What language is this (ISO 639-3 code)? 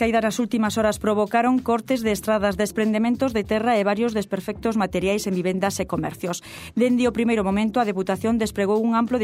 glg